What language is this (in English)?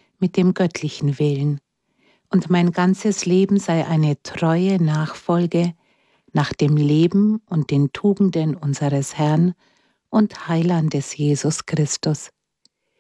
German